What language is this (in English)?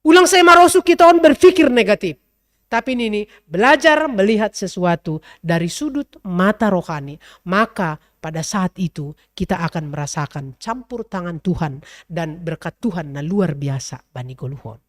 Batak Simalungun